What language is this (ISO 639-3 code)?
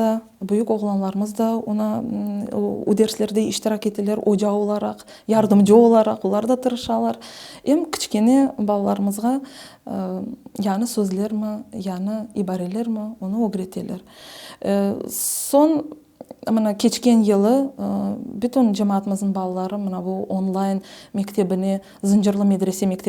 crh